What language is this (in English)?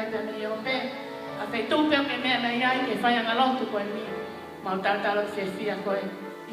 Tongan